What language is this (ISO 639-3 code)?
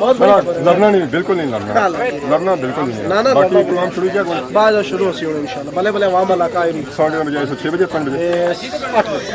phr